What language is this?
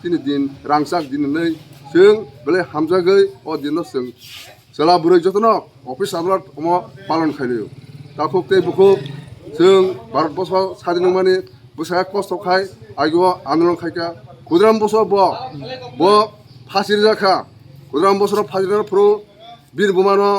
Kok Borok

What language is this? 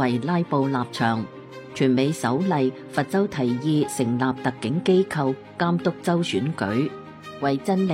Cantonese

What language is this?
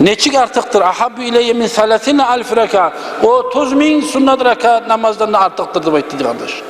Kumyk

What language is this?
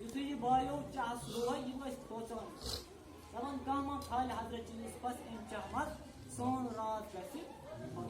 Kashmiri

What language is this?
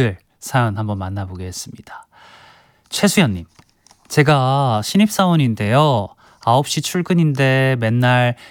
Korean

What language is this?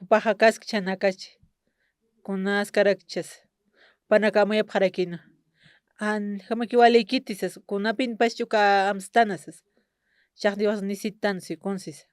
Aymara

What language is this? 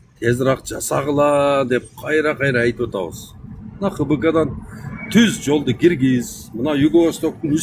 Kyrgyz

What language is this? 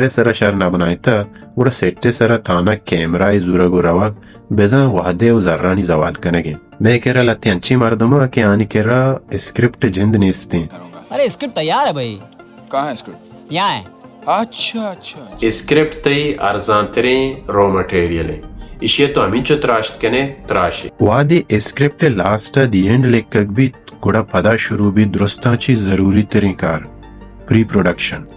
Baluchi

